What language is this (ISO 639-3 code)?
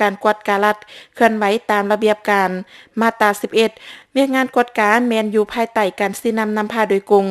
lao